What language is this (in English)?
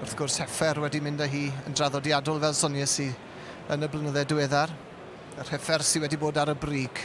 Welsh